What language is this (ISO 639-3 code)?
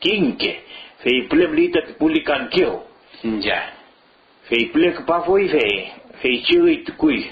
arn